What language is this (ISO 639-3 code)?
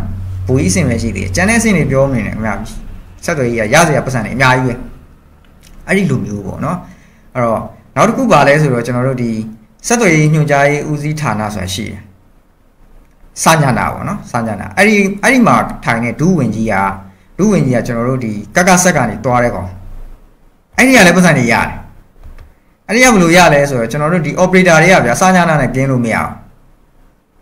mya